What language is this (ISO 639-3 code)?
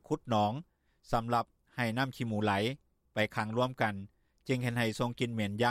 lao